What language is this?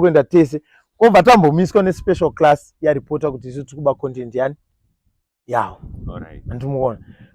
Shona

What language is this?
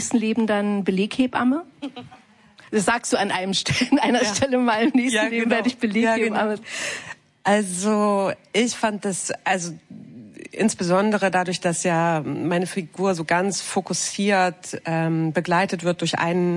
German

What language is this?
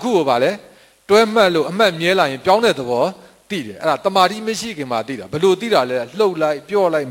Burmese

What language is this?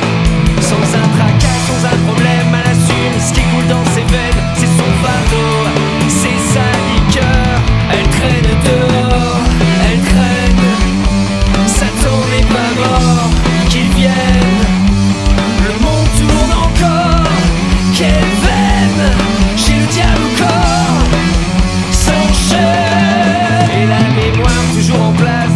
French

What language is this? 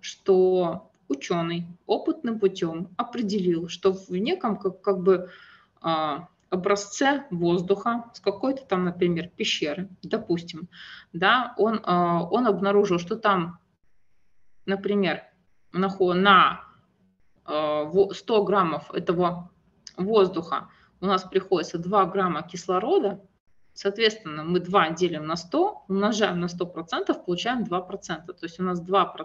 Russian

